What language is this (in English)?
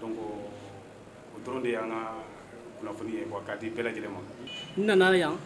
Bambara